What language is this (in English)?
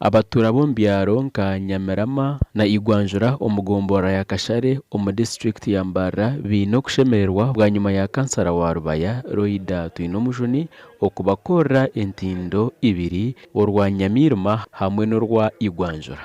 Nyankole